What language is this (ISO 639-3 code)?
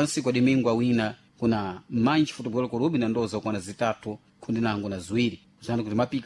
seh